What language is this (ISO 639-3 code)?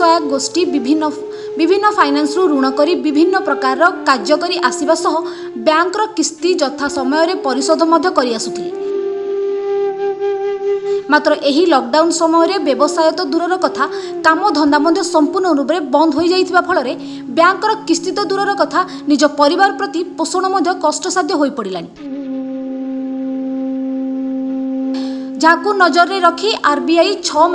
ori